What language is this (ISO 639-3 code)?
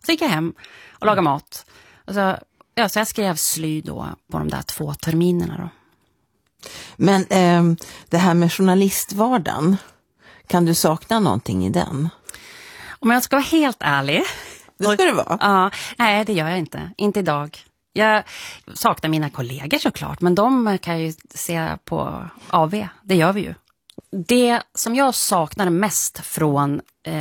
swe